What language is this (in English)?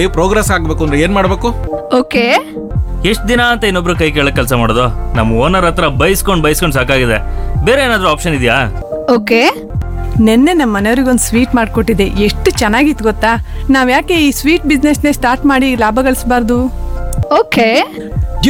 Kannada